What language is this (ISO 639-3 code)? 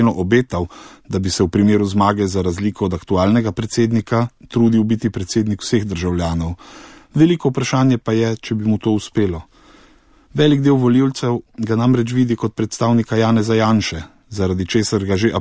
slv